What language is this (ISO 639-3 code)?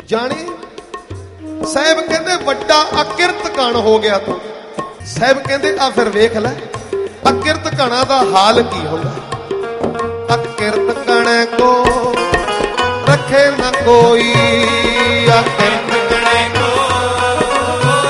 pan